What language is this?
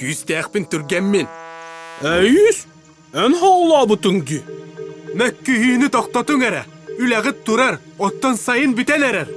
Yakut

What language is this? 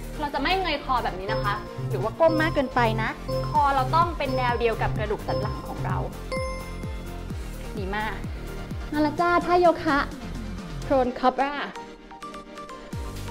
Thai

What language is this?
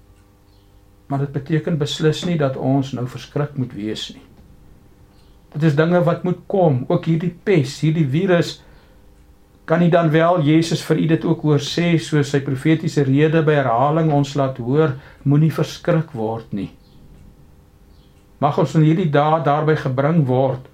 Afrikaans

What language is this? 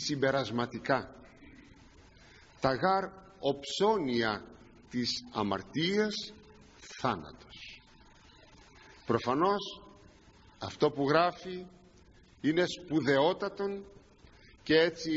Greek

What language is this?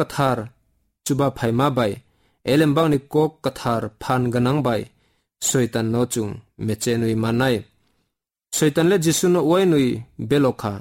Kok Borok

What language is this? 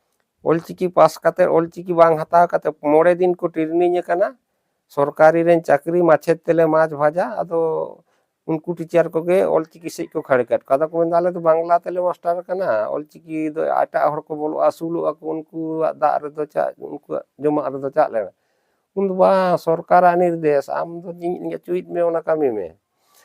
Santali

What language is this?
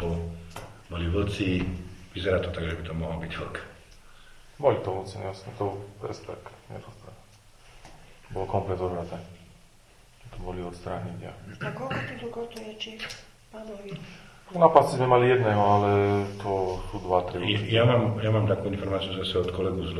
Slovak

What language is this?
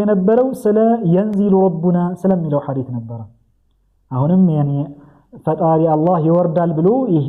Amharic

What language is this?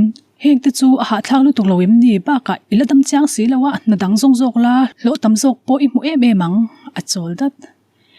Mizo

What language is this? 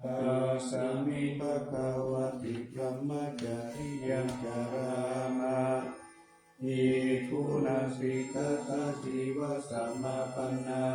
Pali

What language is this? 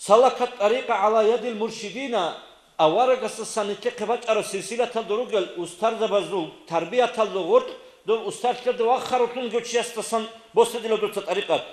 Avaric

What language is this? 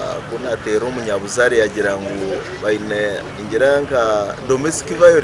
Nyankole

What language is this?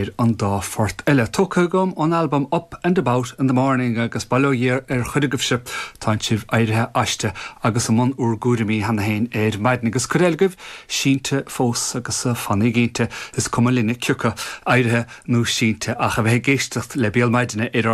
Irish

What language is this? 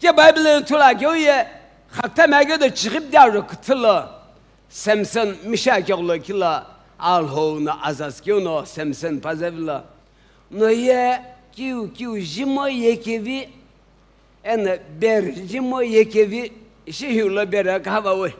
Sumi Naga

